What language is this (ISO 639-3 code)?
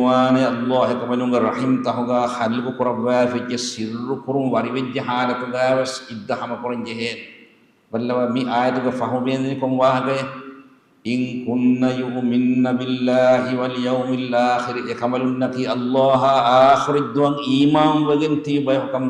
div